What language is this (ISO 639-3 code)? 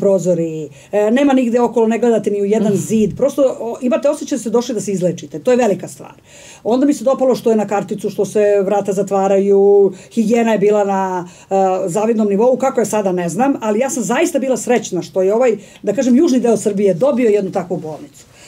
srp